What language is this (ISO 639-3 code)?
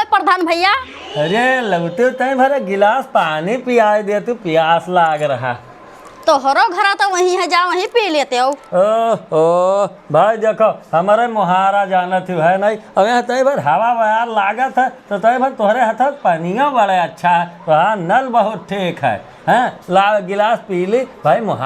awa